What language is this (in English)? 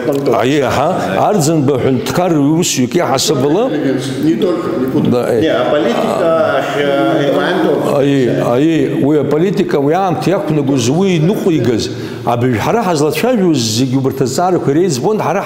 Abkhazian